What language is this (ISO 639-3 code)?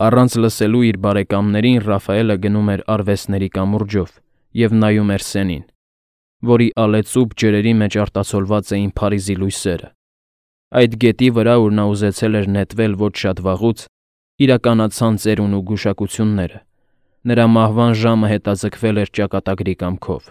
hye